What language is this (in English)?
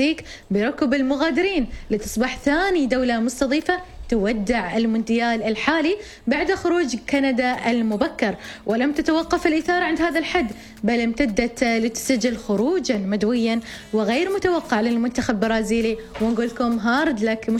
Arabic